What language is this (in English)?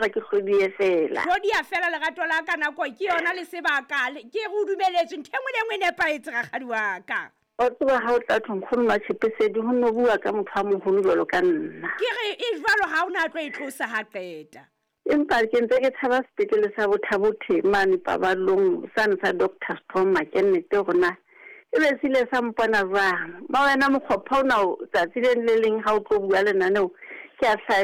Southern Sotho